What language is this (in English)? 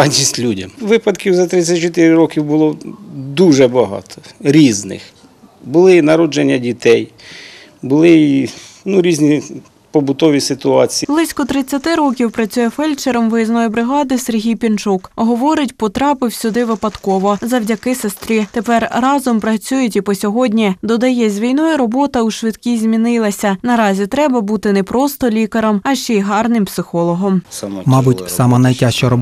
Ukrainian